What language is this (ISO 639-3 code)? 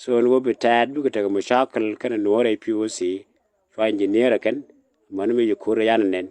nus